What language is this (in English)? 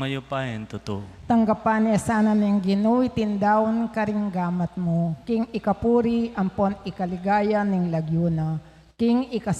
Pampanga